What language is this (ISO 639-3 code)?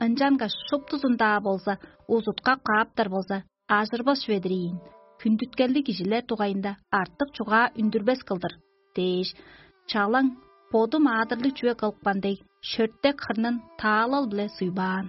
tyv